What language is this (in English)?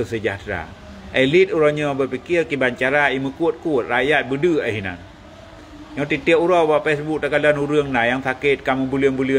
Achinese